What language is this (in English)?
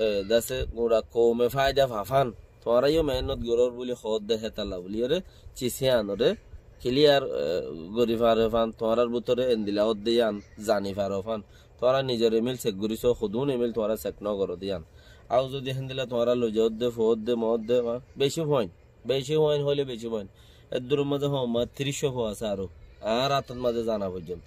Rohingya